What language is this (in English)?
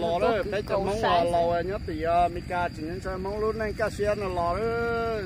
Hmong